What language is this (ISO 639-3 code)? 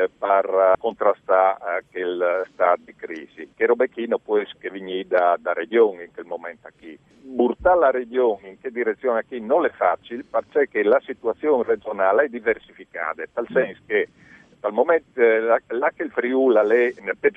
fur